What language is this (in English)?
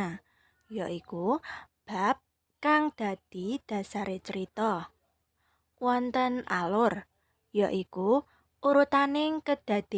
Javanese